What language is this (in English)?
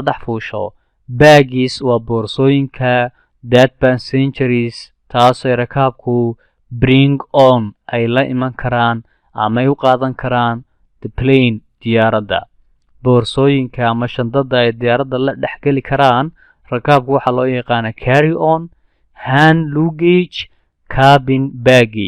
Somali